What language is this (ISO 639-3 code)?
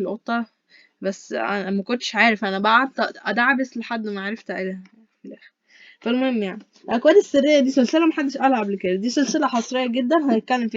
arz